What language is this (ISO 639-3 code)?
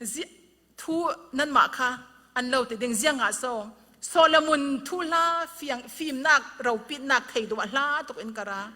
cfm